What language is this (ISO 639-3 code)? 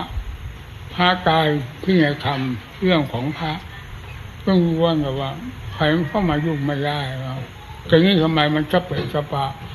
tha